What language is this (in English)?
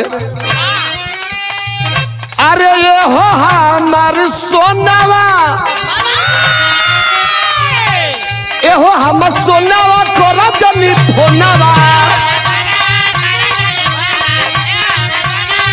Bhojpuri